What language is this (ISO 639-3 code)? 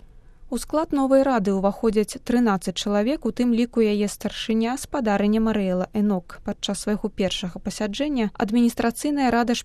bel